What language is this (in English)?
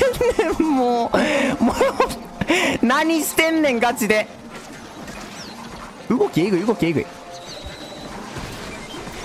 Japanese